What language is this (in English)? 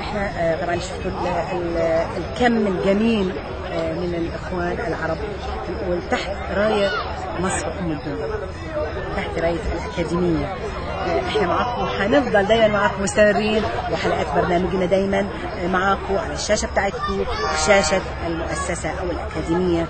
Egyptian Arabic